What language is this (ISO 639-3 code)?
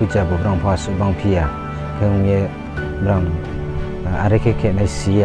ria